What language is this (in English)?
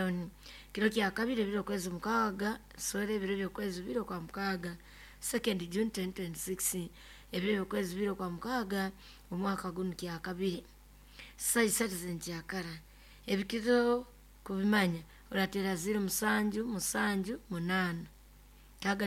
Nyoro